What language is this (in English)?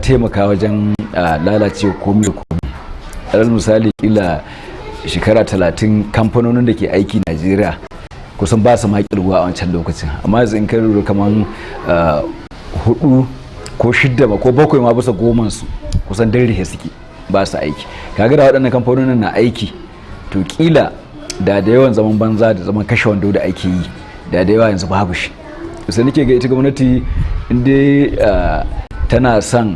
Hausa